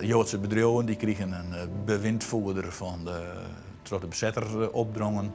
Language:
Western Frisian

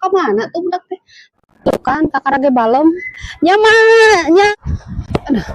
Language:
Sundanese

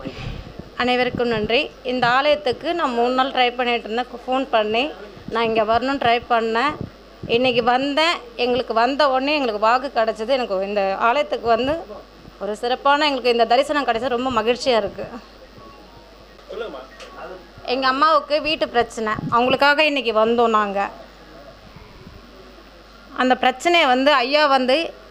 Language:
Tamil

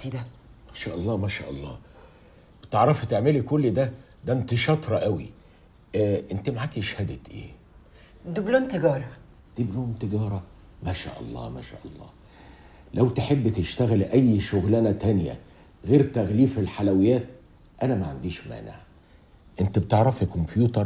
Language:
Egyptian Arabic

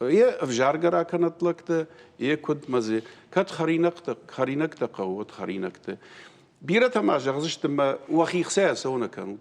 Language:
Ossetic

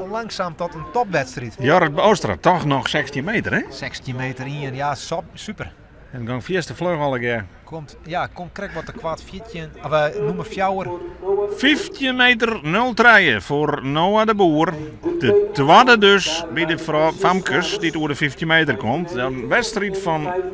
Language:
Western Frisian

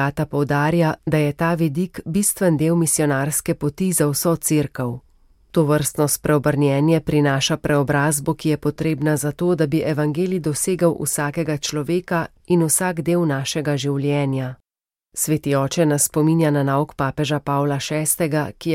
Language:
Slovenian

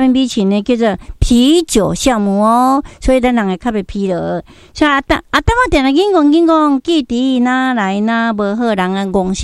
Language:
Min Nan Chinese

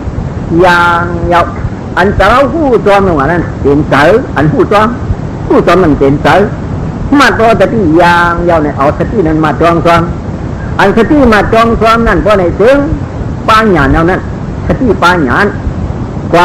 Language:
Shan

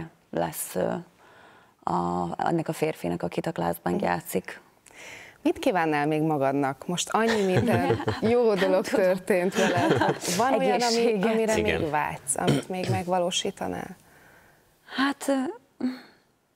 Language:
Hungarian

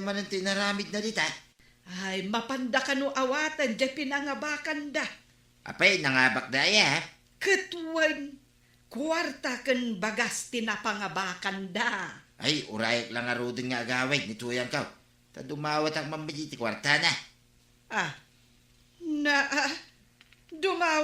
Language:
Iloko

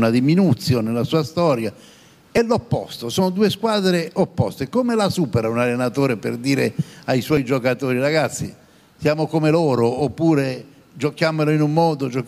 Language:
Italian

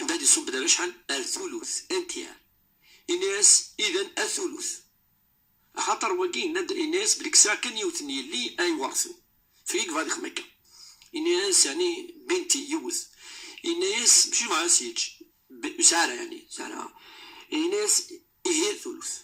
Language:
Moroccan Arabic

